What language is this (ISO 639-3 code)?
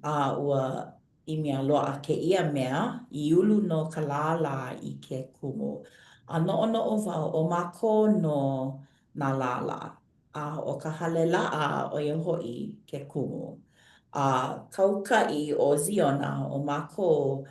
haw